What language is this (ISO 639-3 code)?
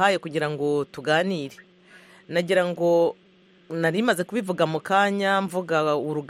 kin